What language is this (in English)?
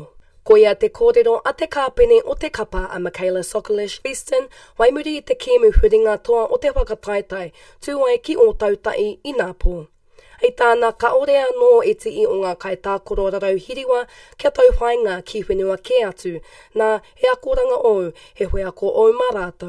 Māori